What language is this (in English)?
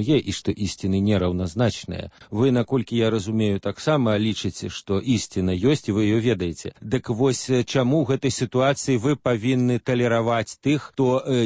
Belarusian